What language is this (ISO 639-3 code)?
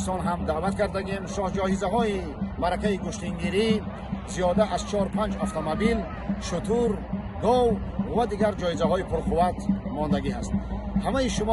tgk